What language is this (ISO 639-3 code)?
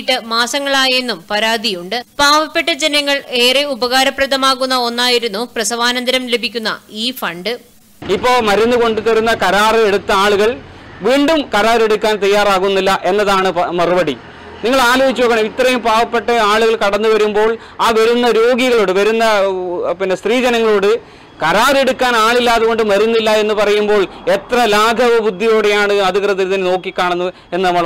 mal